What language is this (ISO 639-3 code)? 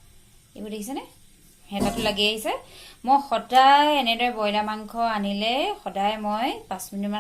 asm